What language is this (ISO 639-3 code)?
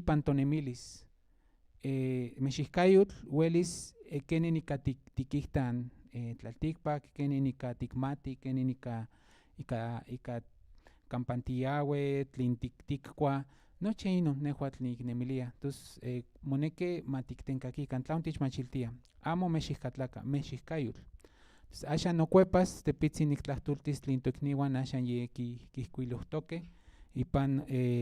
nhn